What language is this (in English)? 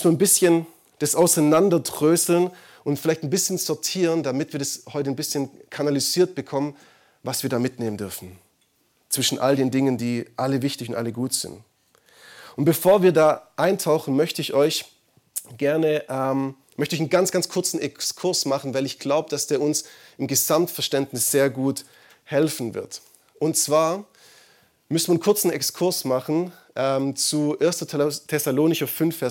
German